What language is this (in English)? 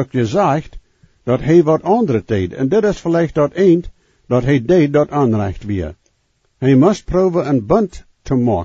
Plautdietsch